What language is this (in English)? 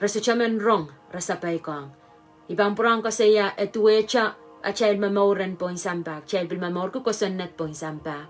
Pohnpeian